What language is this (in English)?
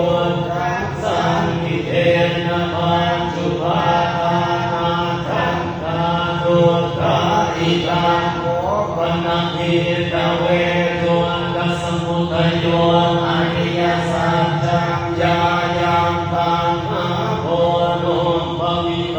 Pali